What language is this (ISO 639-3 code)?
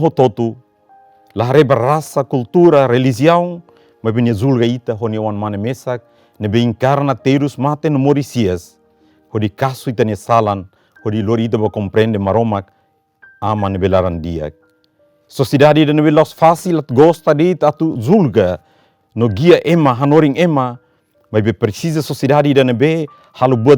tet